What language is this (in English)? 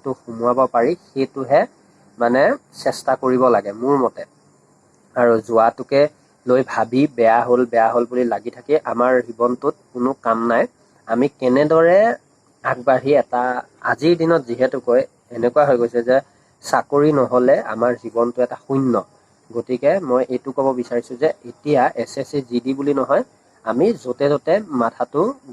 Assamese